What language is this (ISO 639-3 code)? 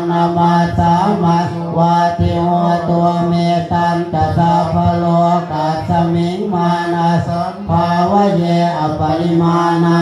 pli